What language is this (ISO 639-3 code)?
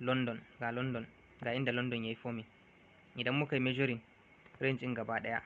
hau